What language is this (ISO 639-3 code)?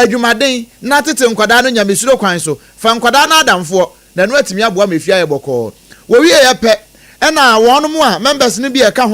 aka